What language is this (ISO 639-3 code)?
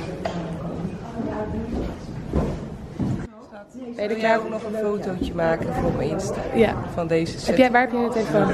nld